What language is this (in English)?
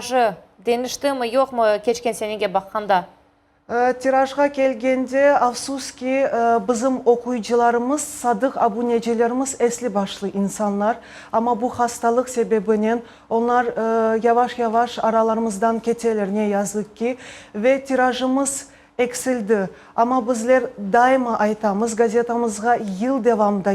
Crimean Tatar